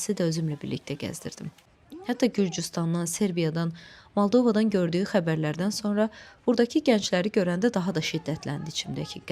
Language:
Azerbaijani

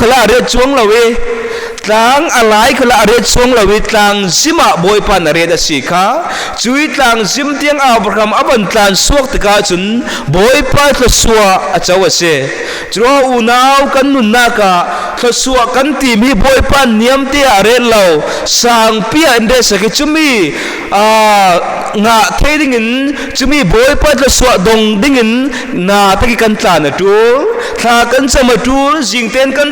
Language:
Falam Chin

